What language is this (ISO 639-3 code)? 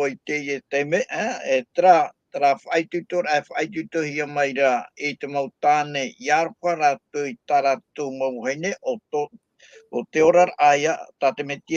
tah